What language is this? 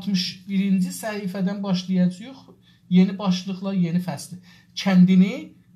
South Azerbaijani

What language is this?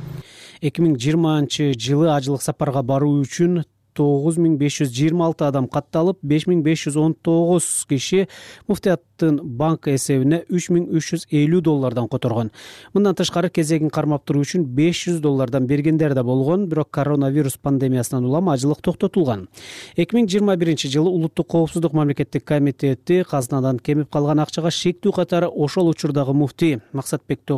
Kyrgyz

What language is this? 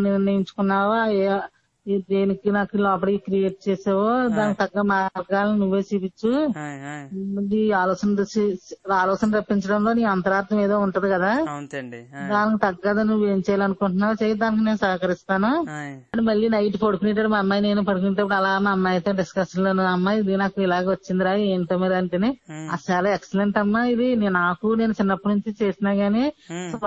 Telugu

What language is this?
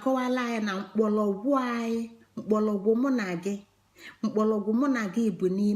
Igbo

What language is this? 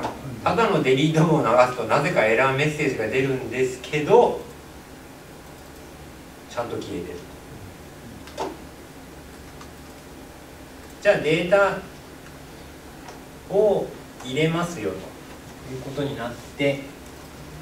Japanese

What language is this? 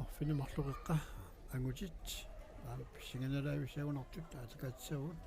Kalaallisut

